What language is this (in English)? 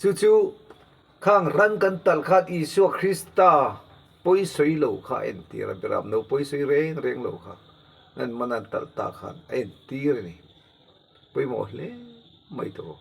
Mizo